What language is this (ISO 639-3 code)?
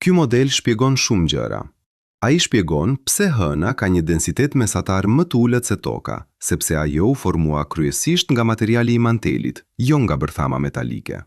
sqi